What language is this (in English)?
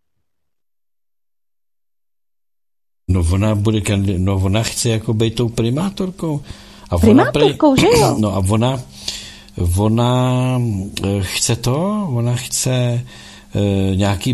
Czech